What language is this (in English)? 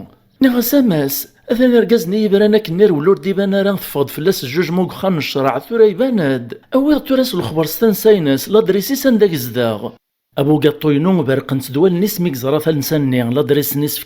Kabyle